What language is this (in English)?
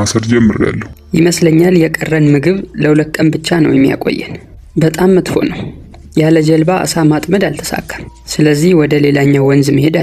Amharic